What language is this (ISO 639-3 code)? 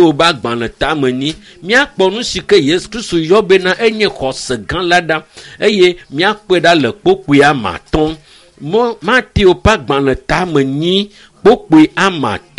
ewe